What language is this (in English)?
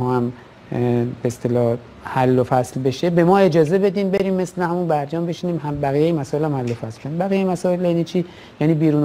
Persian